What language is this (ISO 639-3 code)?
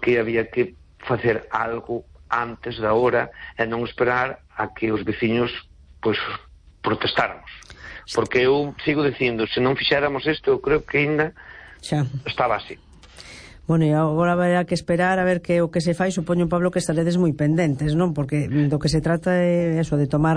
glg